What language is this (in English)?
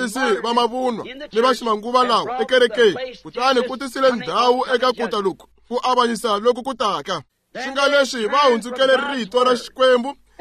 Tsonga